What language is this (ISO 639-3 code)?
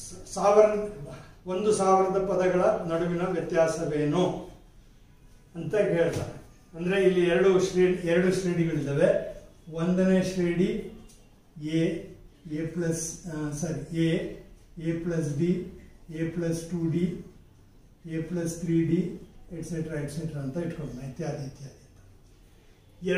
kan